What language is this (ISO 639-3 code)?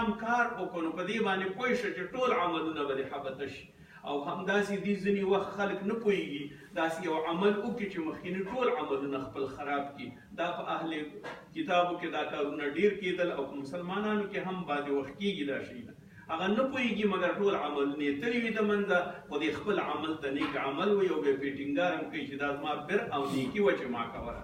pus